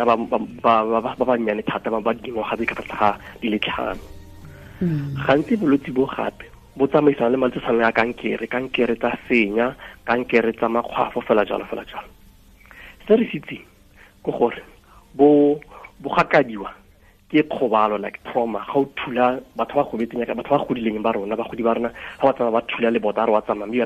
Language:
Tswana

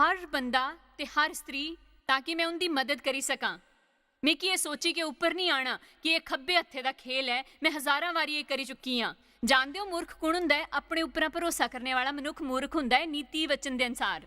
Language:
Dogri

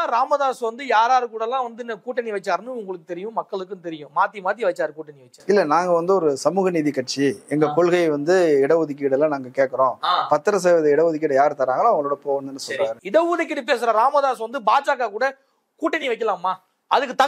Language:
Tamil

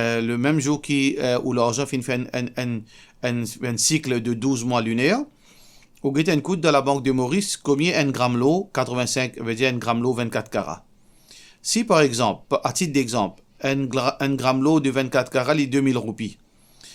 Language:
Morisyen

